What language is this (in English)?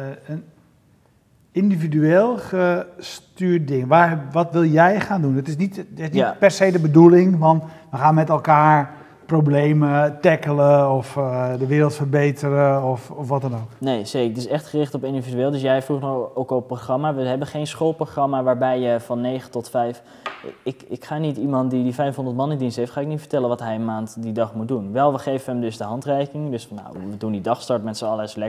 Dutch